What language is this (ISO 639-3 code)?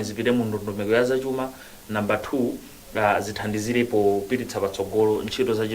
nya